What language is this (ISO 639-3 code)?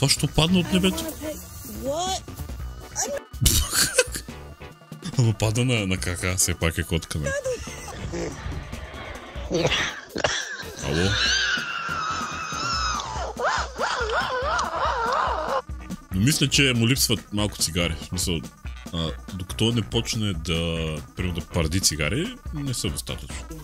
bul